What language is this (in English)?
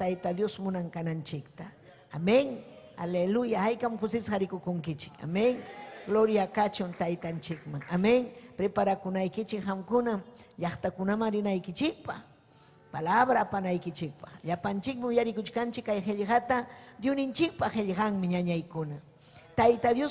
Ayacucho Quechua